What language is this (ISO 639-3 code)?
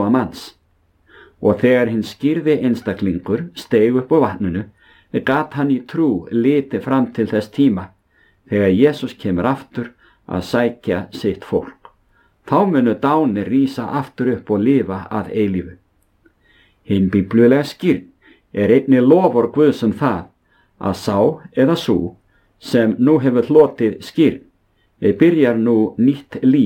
isl